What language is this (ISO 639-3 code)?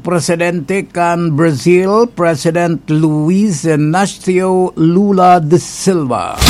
bik